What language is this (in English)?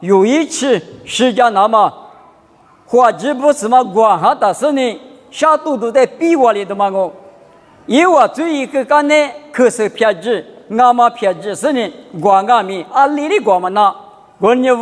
Lisu